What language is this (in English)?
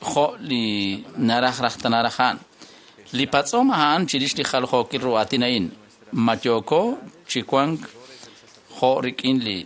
Kekchí